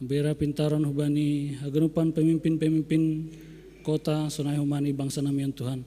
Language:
Batak Simalungun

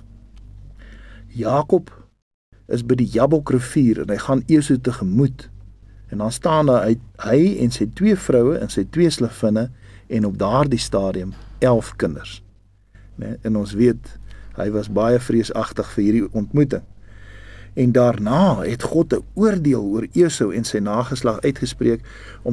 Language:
Afrikaans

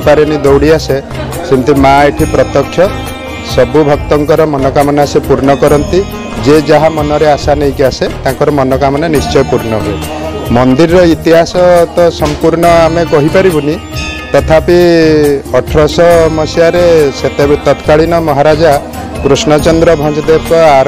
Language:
Odia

